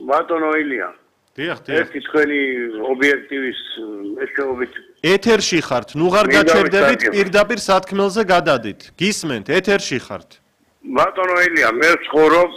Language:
Georgian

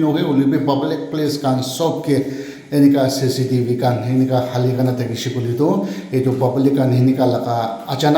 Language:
Naga Pidgin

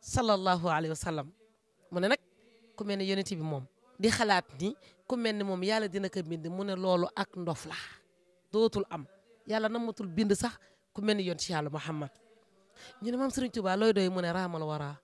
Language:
Wolof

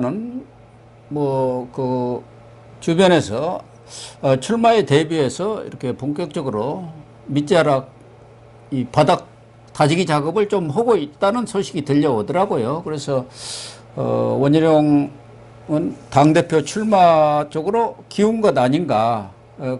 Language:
Korean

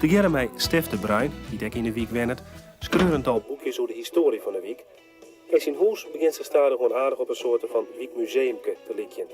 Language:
Western Frisian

